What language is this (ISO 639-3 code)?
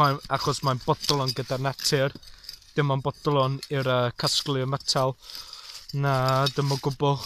cym